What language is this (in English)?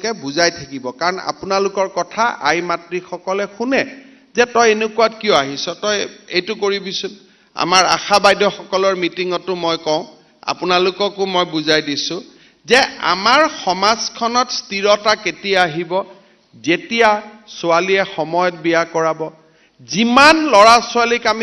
Assamese